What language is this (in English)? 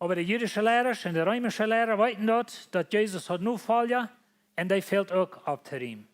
Plautdietsch